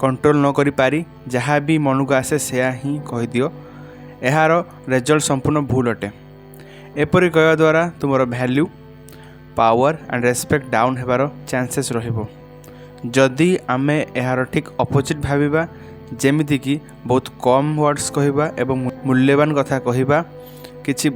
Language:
Odia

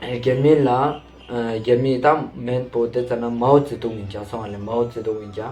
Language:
Ladakhi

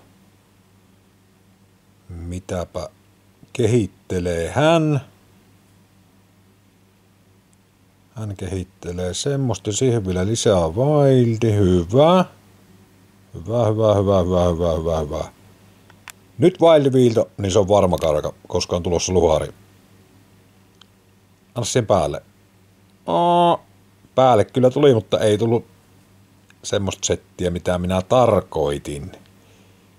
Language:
Finnish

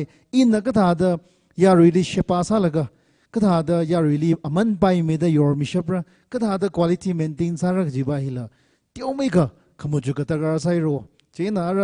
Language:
Tangkhul Naga (India)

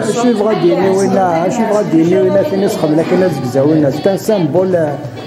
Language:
Kabyle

